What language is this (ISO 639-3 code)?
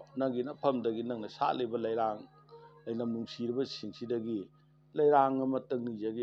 mni